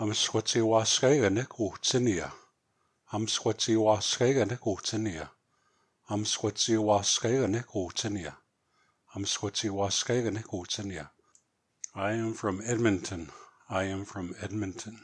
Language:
Plains Cree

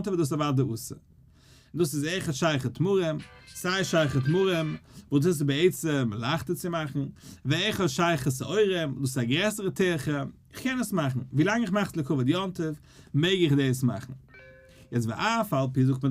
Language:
Yiddish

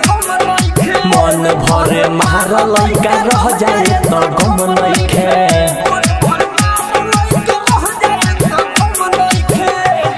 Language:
Bhojpuri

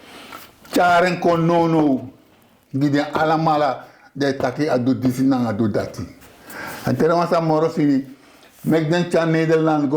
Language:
Sranan Tongo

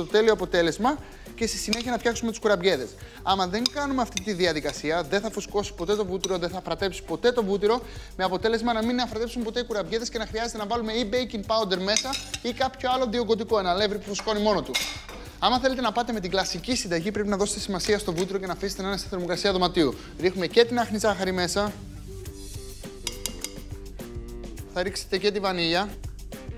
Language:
Greek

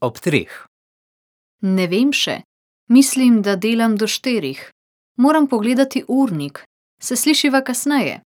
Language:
Slovenian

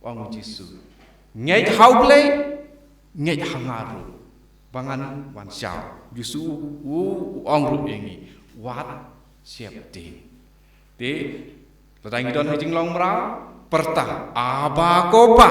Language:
Khasi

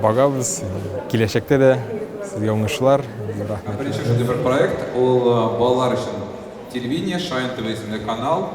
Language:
Tatar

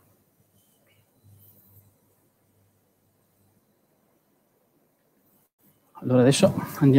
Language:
Italian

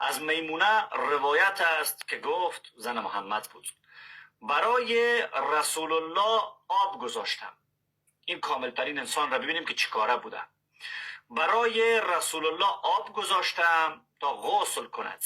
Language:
Persian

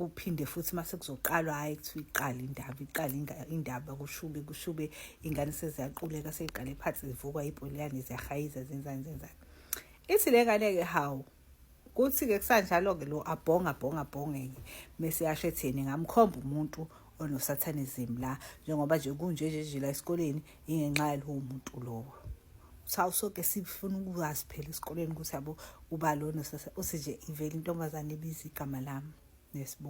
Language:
Zulu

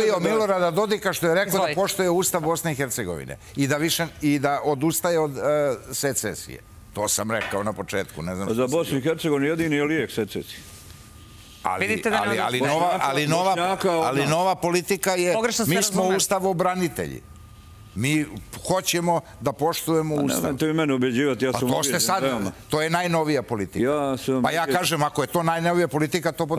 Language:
Serbian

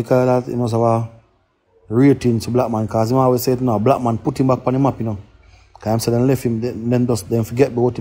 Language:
Jamaican Creole English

